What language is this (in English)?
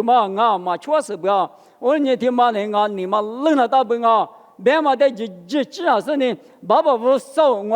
Lisu